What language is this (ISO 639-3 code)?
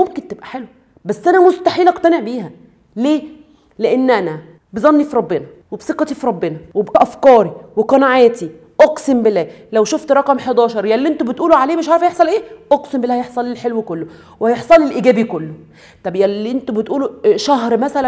arz